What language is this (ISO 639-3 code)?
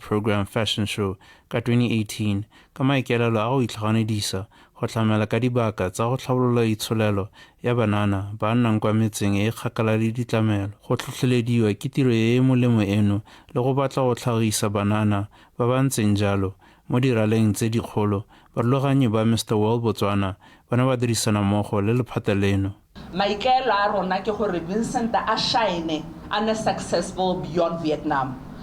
tsn